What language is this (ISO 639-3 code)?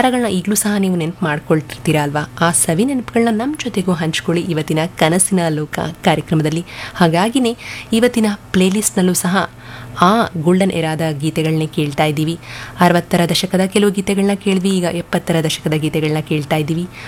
kan